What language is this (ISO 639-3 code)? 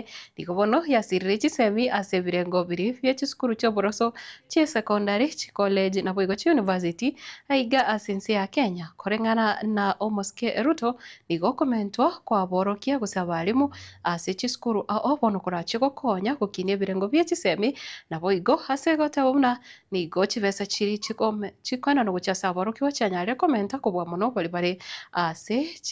guz